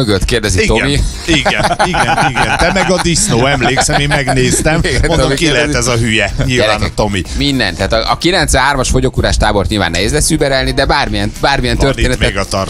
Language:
Hungarian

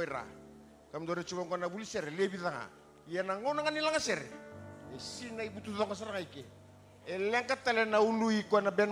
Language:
Fijian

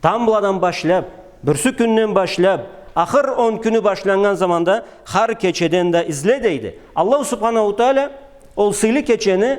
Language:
Karachay-Balkar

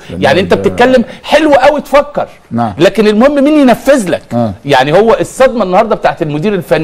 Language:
Egyptian Arabic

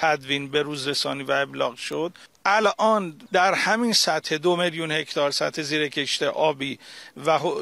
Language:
Persian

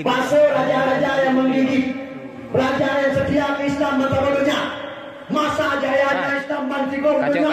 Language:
Achinese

